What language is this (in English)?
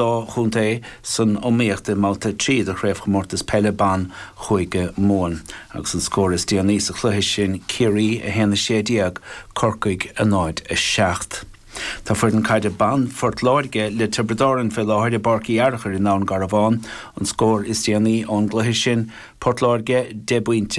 Irish